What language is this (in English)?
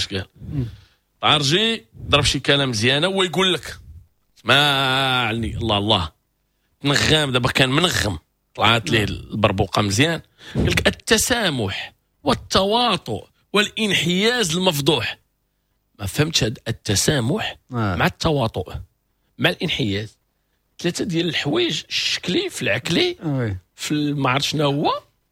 Moroccan Arabic